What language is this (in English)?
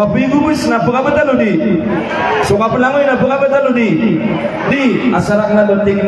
Maranao